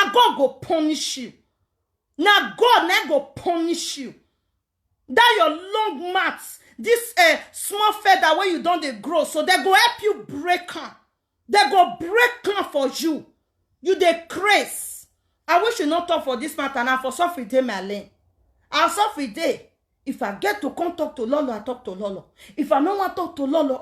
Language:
Nigerian Pidgin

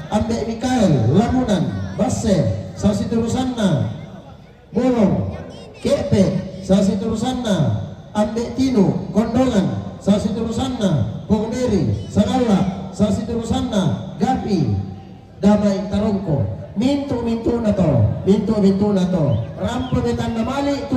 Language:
Toraja-Sa'dan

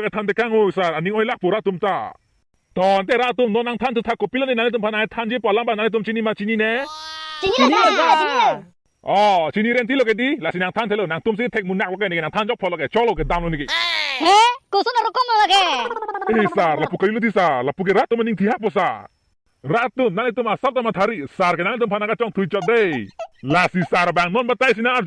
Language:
Karbi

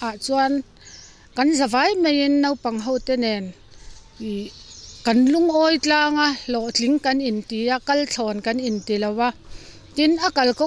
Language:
Mizo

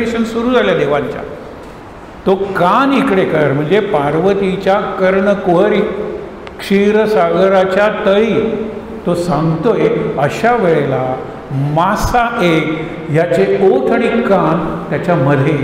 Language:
Marathi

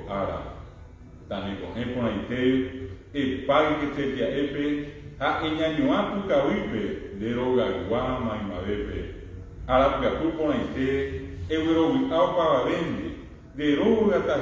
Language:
Guarani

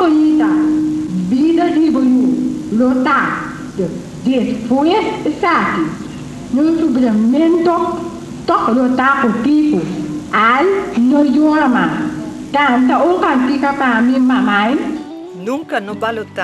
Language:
Papiamento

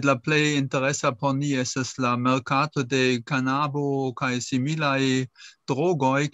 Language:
Esperanto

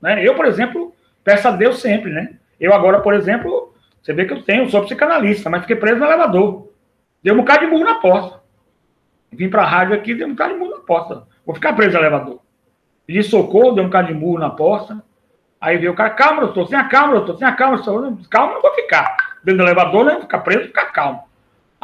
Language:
Portuguese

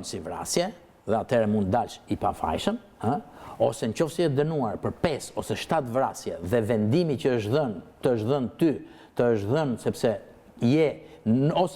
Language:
Albanian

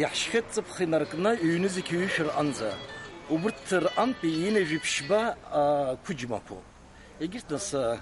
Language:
Abkhazian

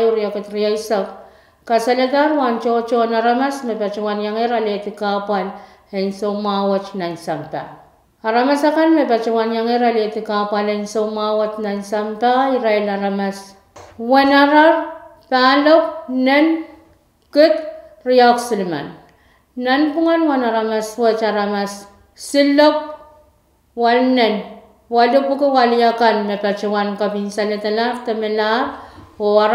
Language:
Pohnpeian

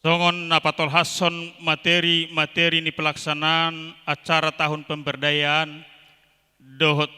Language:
Batak Toba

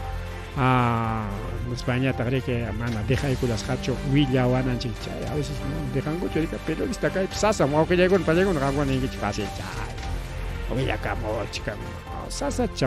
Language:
Ayacucho Quechua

